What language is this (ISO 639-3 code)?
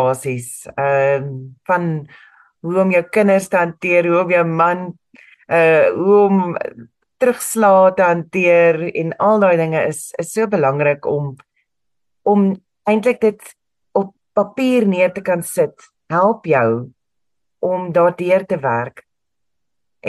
afr